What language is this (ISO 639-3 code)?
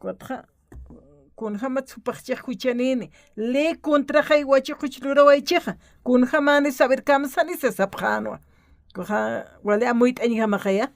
aym